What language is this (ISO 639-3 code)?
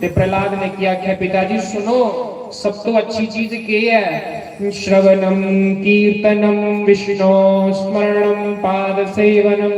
doi